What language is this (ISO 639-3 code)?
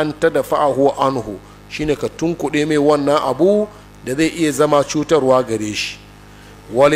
hau